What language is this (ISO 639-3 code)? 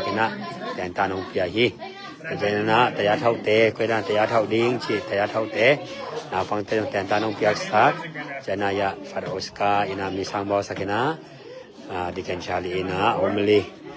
ctd